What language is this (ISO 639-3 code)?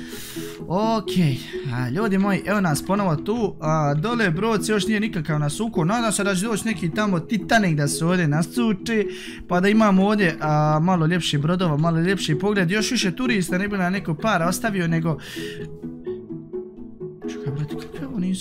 hrv